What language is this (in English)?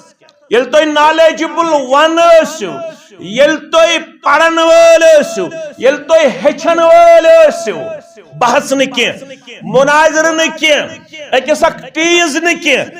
Kashmiri